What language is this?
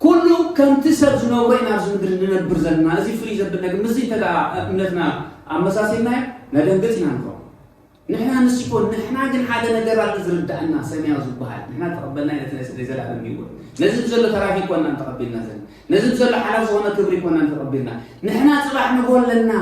Tigrinya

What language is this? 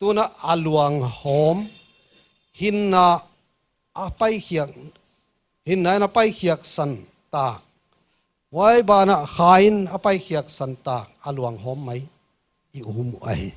Paite Chin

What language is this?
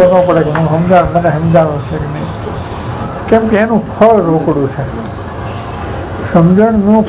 Gujarati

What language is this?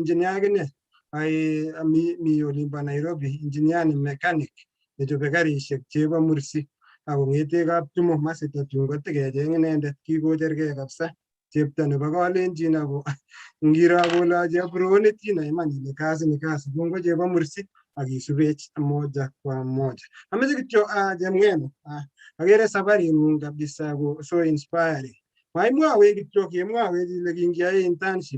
Kalenjin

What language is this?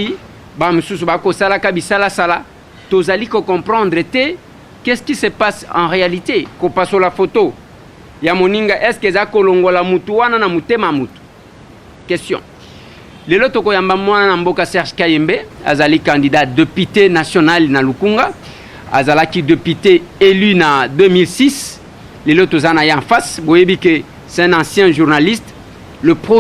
Lingala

